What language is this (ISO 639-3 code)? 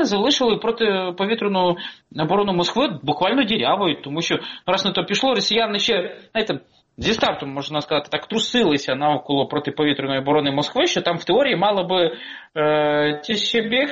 ukr